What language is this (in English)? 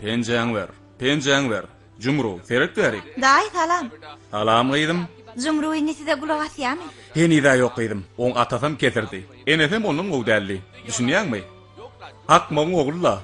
Turkmen